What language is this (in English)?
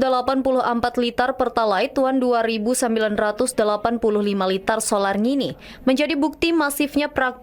Banjar